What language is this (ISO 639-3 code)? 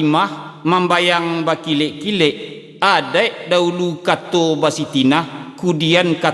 min